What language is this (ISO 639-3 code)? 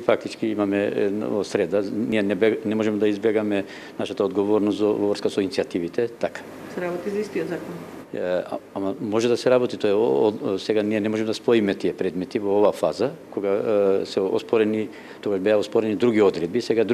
mkd